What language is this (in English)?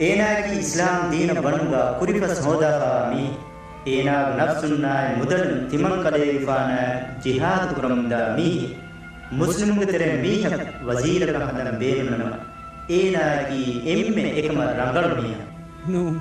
Divehi